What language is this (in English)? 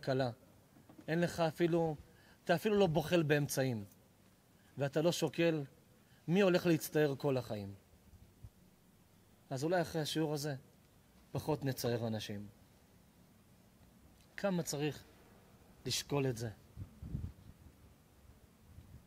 Hebrew